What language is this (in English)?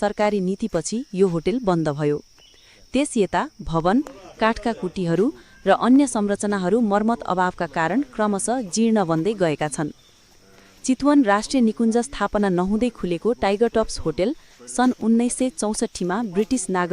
Nepali